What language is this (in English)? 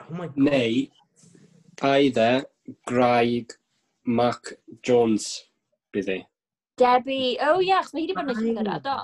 Welsh